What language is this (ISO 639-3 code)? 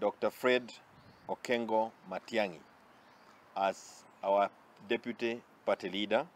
guz